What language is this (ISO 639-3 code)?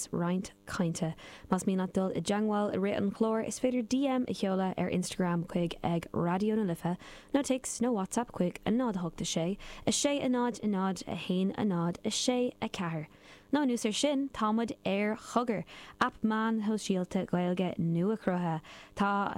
gle